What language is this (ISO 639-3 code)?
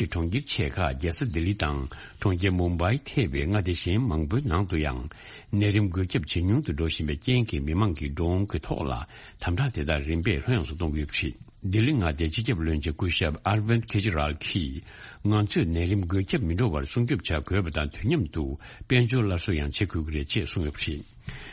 bod